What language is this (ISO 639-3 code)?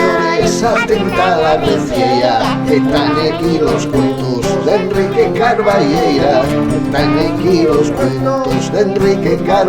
ast